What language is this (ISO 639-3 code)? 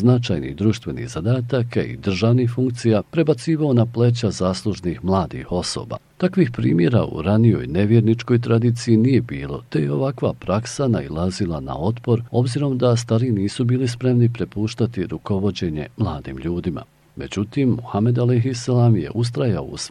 bos